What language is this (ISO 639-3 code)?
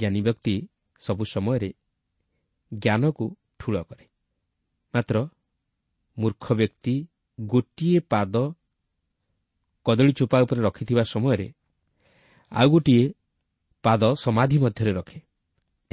ori